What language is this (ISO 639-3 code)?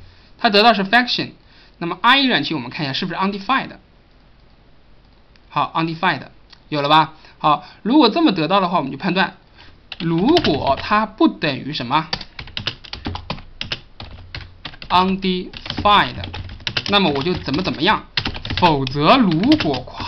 zho